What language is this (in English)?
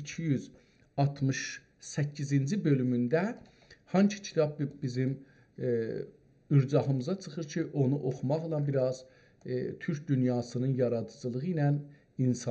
South Azerbaijani